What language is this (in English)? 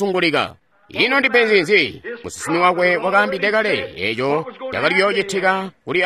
Tonga (Zambia)